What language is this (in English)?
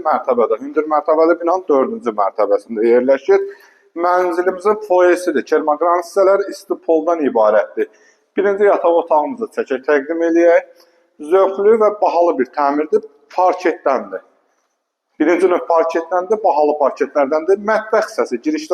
Azerbaijani